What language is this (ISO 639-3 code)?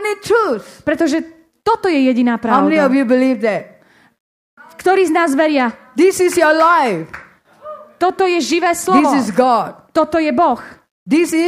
slk